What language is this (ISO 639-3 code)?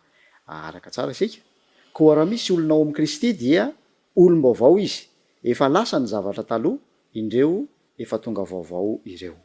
mlg